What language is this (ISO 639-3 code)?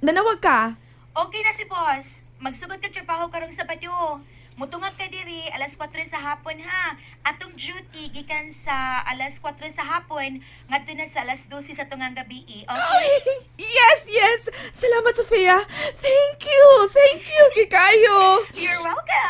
ceb